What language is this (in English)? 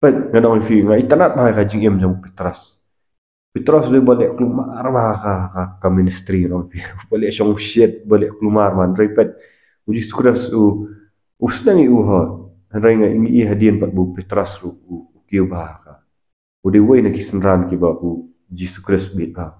Khasi